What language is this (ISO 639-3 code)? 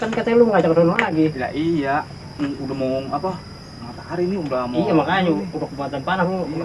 bew